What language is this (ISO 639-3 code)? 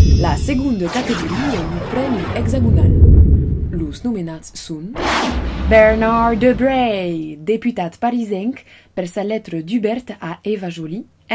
oci